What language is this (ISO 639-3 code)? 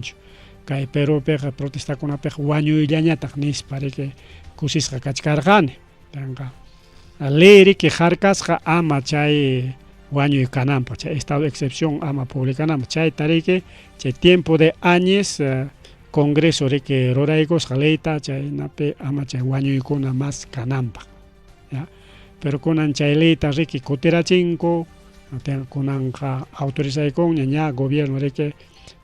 quy